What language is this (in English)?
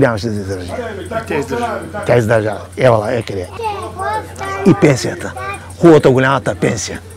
Bulgarian